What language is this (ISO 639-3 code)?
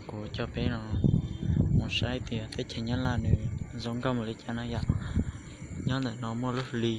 hmn